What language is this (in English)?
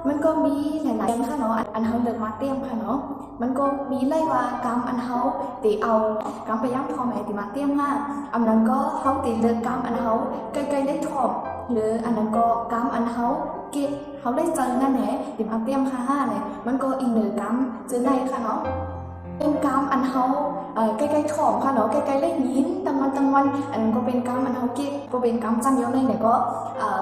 Shan